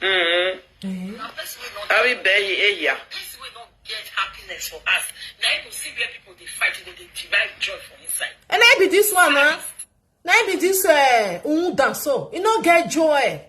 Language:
Nigerian Pidgin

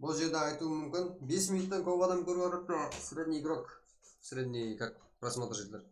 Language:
Kara-Kalpak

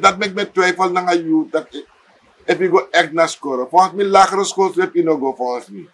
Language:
Sranan Tongo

